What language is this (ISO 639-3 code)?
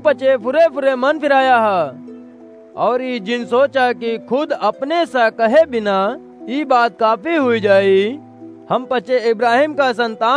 awa